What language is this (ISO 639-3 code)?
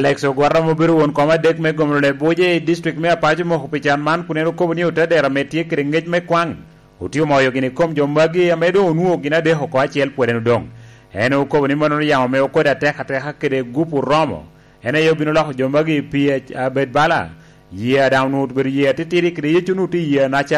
laj